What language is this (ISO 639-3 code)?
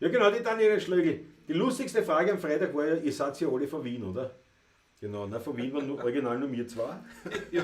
bar